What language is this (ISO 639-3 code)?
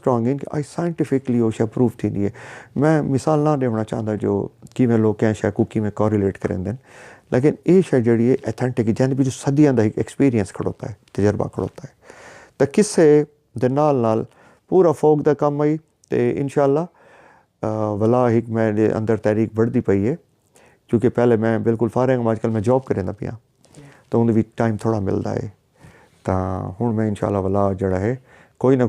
skr